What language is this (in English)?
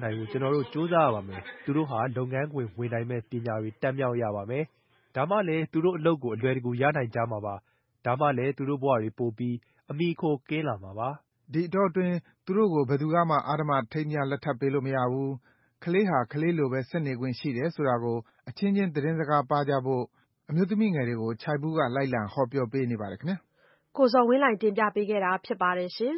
Burmese